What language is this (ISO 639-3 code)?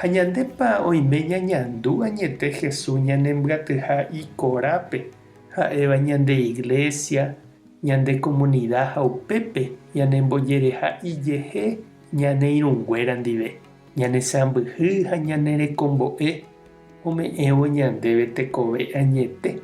grn